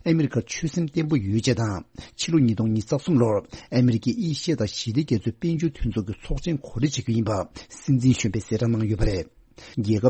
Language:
Tibetan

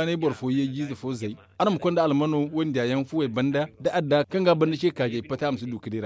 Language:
Zarma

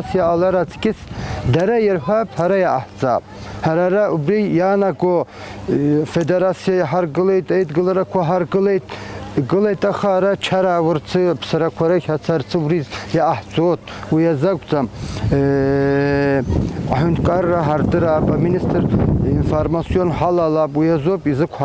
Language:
Abkhazian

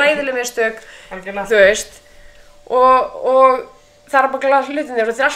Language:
Icelandic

